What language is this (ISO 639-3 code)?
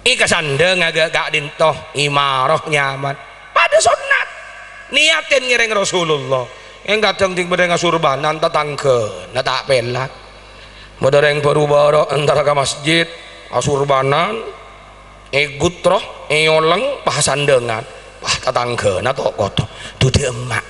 mad